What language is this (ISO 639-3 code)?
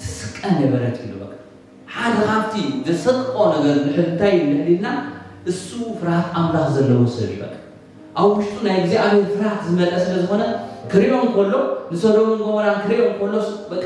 tir